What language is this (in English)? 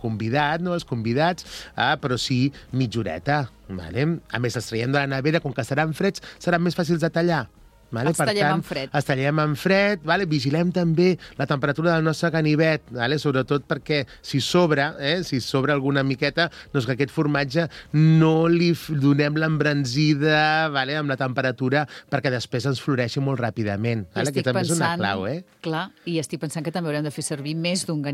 Catalan